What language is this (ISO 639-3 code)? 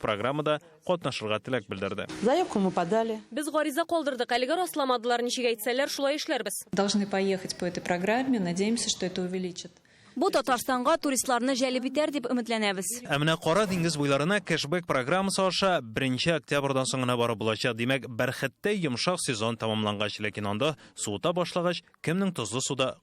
tat